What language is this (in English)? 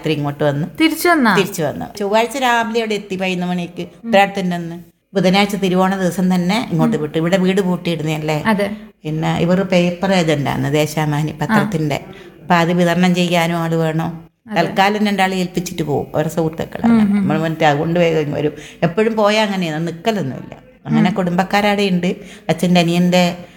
Malayalam